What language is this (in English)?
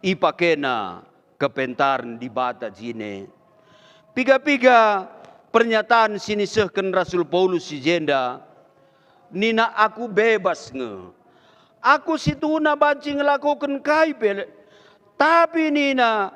Batak Karo